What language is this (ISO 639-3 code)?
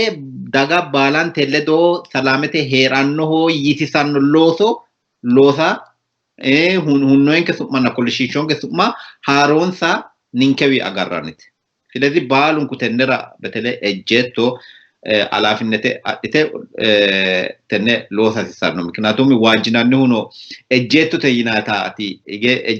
sid